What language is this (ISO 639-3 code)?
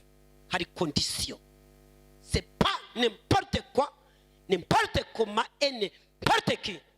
kin